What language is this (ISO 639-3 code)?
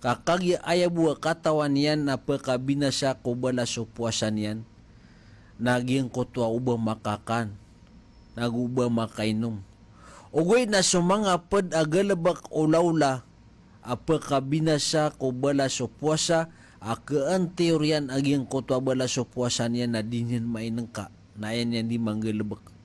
mrw